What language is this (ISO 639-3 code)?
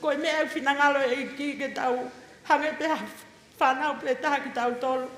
ton